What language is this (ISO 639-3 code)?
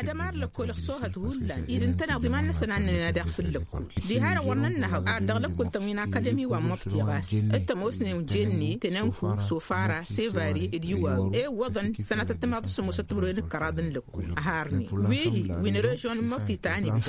taq